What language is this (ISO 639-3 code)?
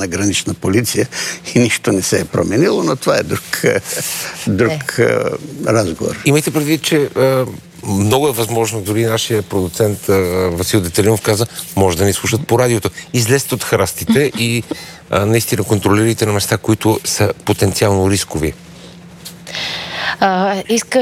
bul